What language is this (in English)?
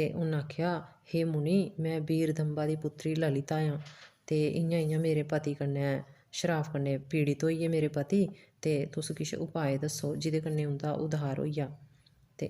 Dogri